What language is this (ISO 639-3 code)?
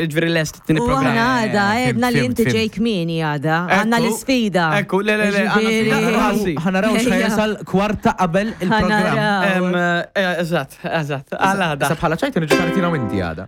mlt